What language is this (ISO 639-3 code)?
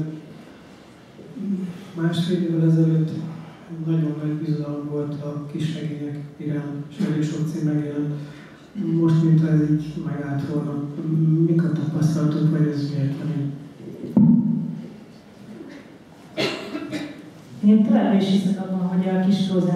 hun